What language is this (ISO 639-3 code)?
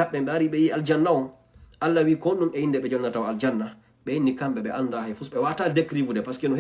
ful